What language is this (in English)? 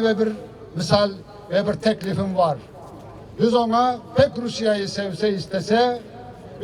Crimean Tatar